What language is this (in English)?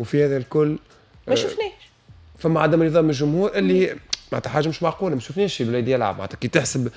Tunisian Arabic